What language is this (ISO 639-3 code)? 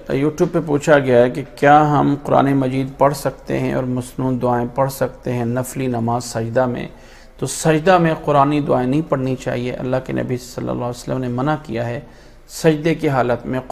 urd